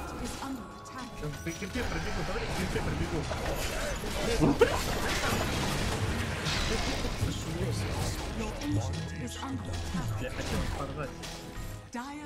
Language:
Russian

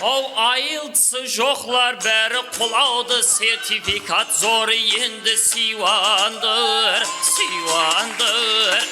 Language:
Kara-Kalpak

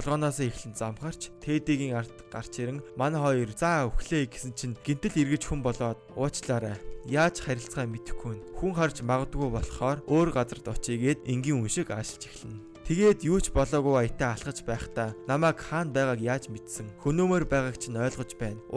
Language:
Mongolian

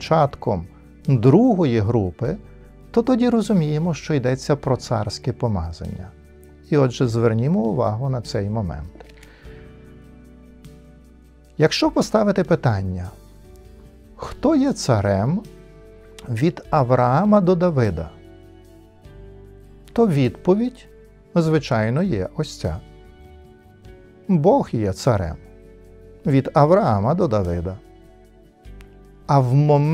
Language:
Ukrainian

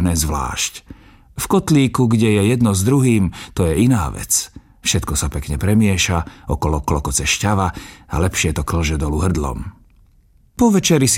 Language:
Slovak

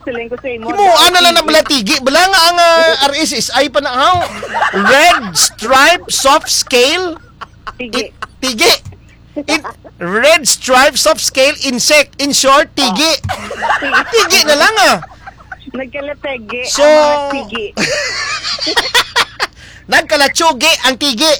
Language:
Hiligaynon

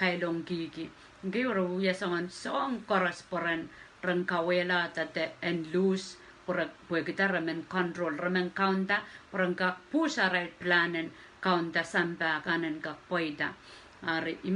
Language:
Pohnpeian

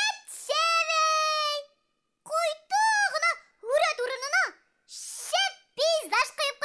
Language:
Bashkir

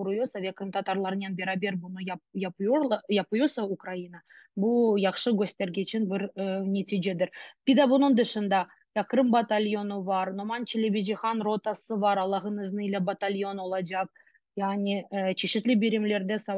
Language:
Crimean Tatar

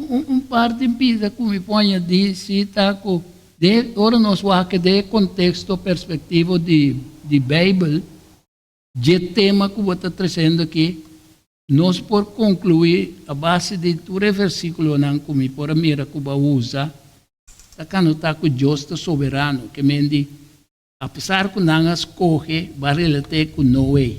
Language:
Papiamento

